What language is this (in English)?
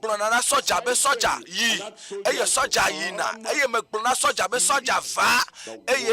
Ewe